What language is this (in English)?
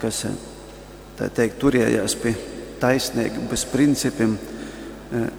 Latgalian